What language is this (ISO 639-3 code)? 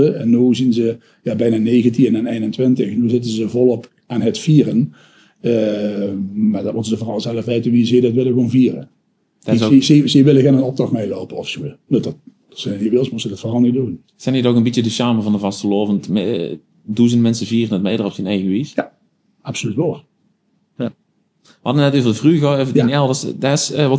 lim